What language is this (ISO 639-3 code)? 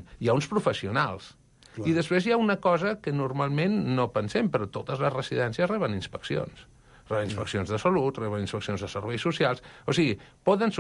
cat